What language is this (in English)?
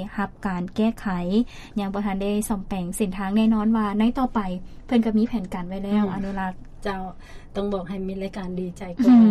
Lao